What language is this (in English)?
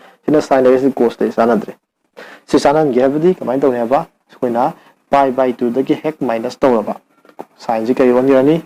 Manipuri